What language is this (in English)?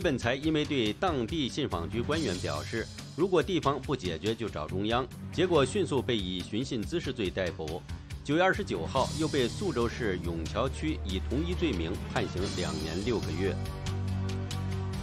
Chinese